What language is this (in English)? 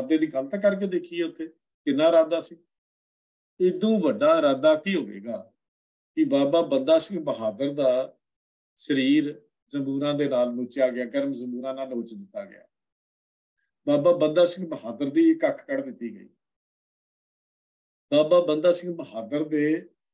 Punjabi